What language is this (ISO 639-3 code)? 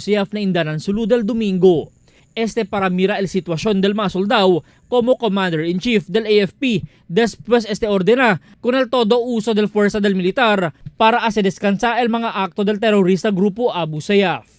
cbk